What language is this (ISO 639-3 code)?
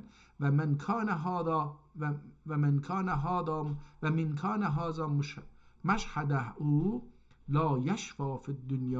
azb